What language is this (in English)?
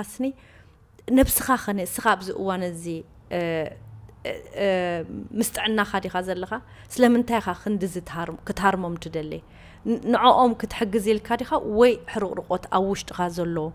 Tigrinya